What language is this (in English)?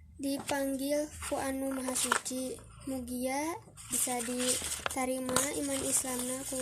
Sundanese